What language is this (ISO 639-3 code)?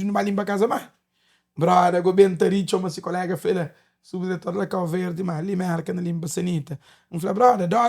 kea